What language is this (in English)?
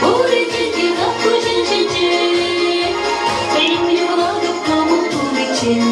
Chuvash